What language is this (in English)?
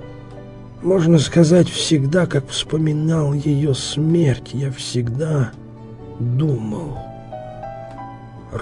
Russian